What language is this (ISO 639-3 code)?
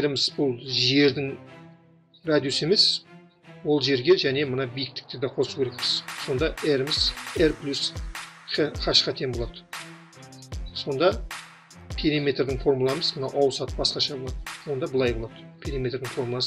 kaz